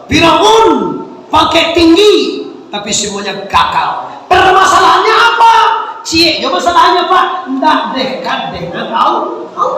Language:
Minangkabau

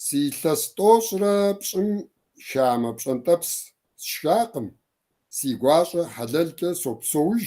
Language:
Kabardian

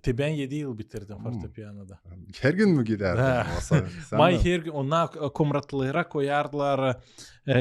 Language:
Gagauz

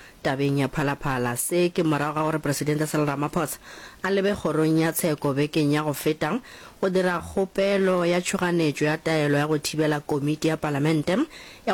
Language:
Northern Sotho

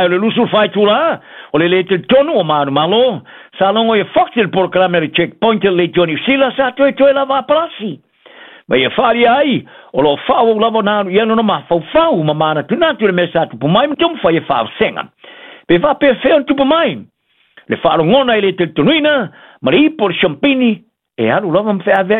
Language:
Samoan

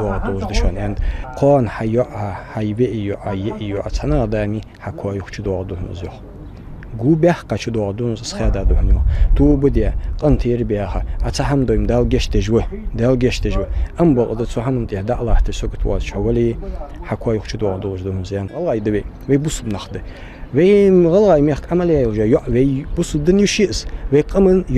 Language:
Ingush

